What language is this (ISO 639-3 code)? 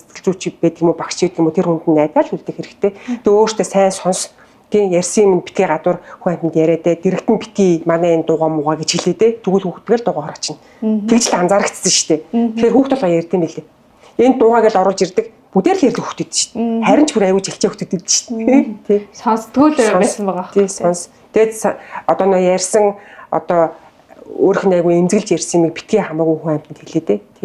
mon